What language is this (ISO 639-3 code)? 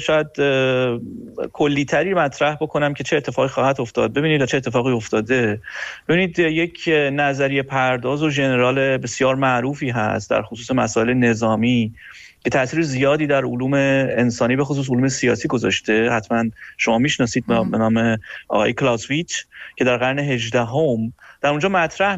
fas